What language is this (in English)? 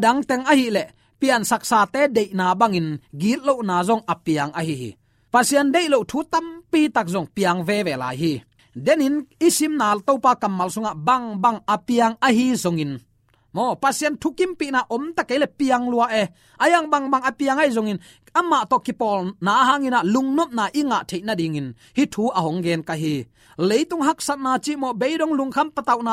Tedim Chin